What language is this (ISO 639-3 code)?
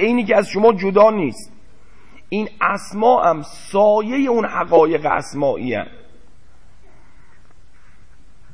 fas